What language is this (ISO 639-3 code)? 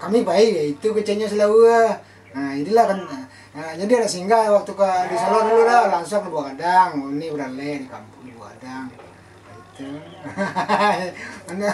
sun